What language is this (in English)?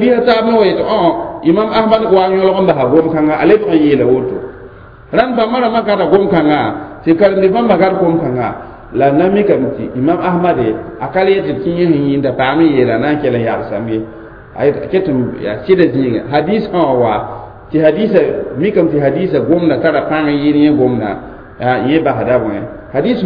Mossi